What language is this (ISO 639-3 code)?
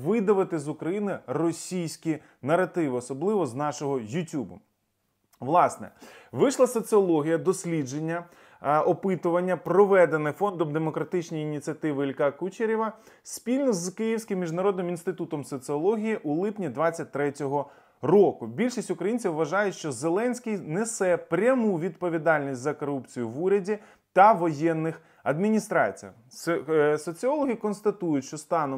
ukr